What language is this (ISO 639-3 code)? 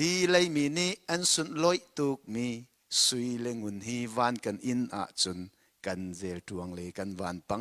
cnh